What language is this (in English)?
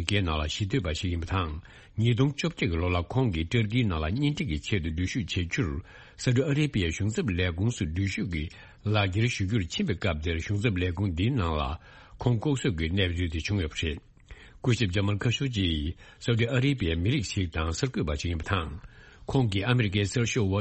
Tibetan